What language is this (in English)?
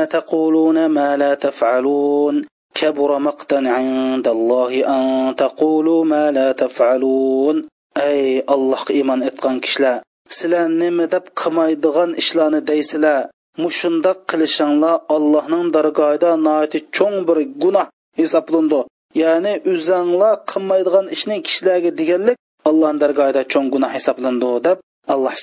Uyghur